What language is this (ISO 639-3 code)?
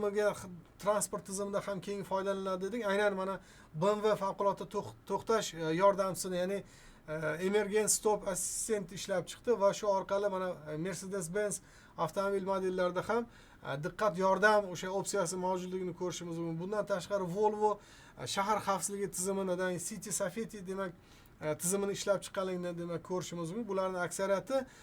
uzb